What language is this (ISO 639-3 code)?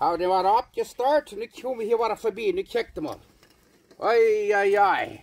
pdt